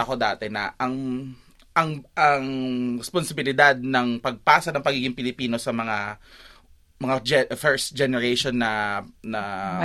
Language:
Filipino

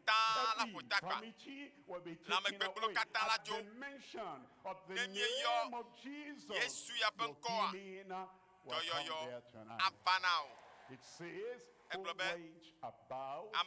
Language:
Ewe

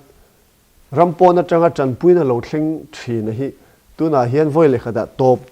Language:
Mizo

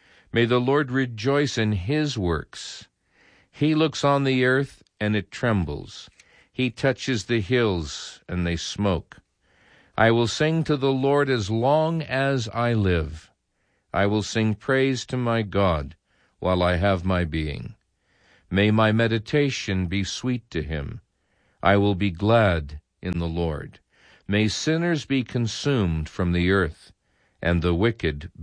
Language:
English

